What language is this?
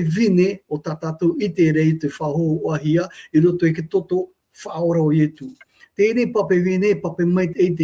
Tahitian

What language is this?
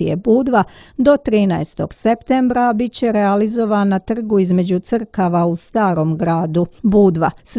Serbian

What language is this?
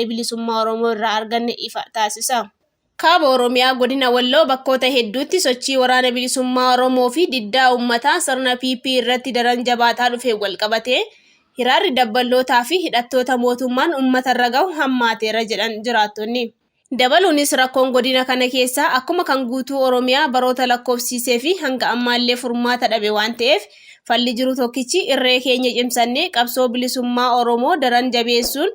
Oromo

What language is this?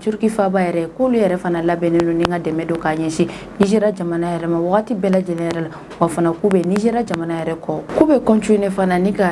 Bambara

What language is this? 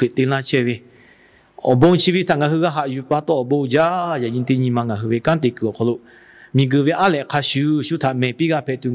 Lahu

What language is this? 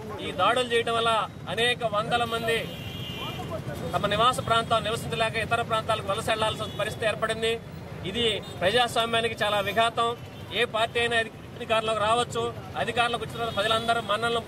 Telugu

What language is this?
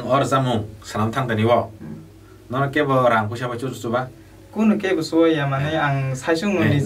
Kok Borok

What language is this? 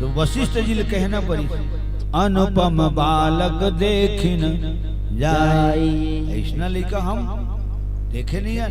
Chhattisgarhi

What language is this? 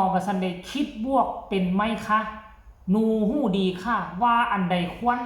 Northeastern Thai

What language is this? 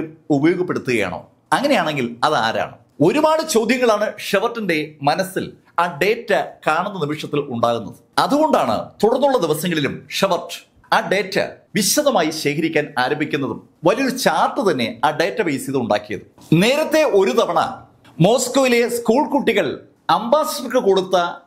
Malayalam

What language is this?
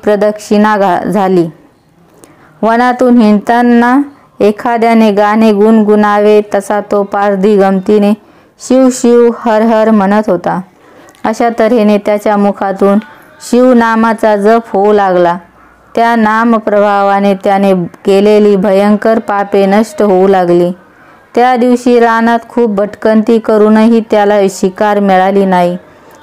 Marathi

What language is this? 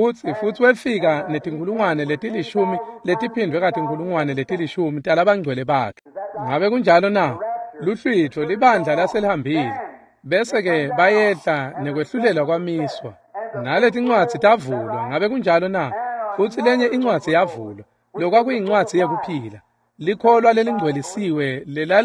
Swati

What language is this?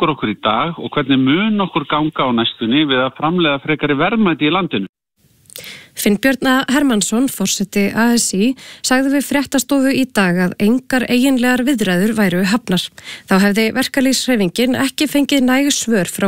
Icelandic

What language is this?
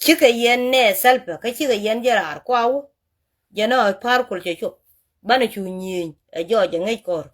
Nuer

